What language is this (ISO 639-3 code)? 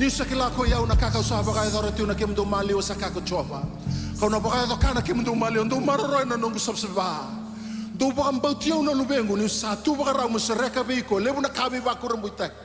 fij